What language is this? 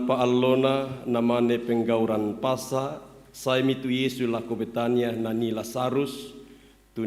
Toraja-Sa'dan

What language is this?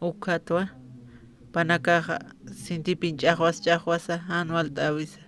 Aymara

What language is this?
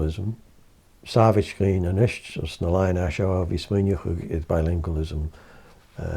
Scottish Gaelic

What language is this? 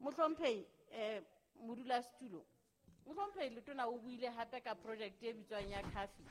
Southern Sotho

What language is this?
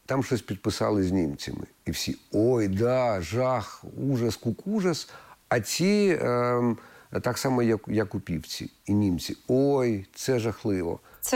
Ukrainian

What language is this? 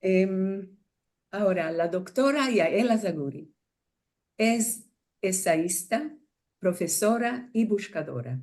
Ladino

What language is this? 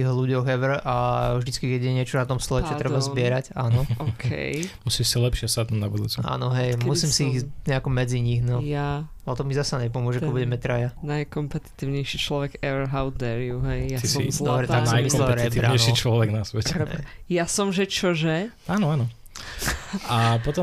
Slovak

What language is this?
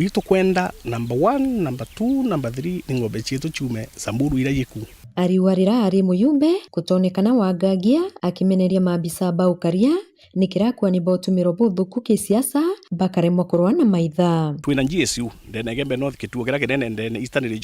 Meru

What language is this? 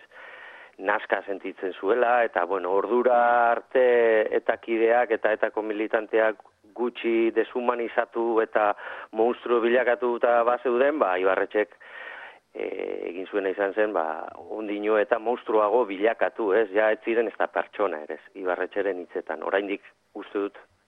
Basque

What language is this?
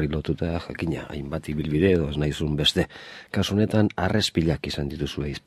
Basque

